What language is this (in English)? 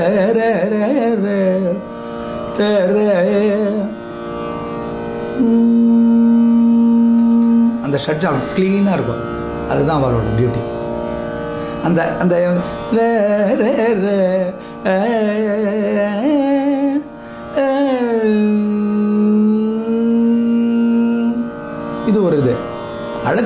Tamil